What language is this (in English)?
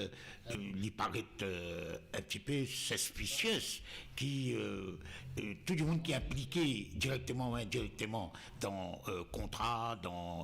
Morisyen